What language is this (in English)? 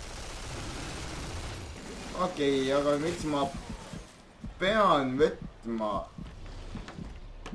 Estonian